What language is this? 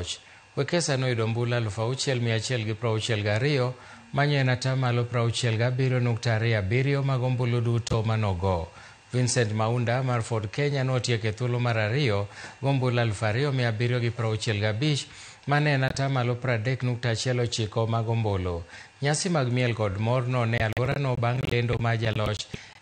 Luo (Kenya and Tanzania)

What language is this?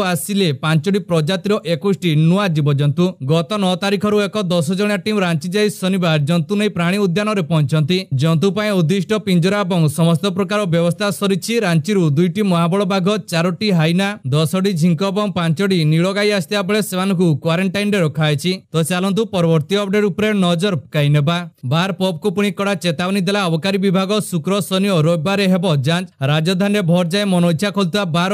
Odia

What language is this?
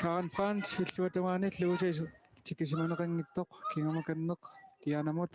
Kalaallisut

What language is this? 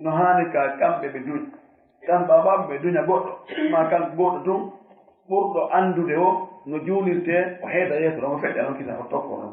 Fula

